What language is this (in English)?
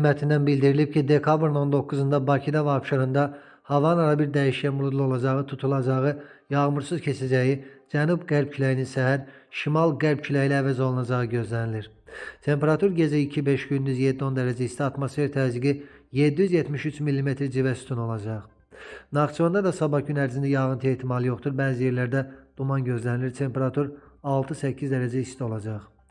Azerbaijani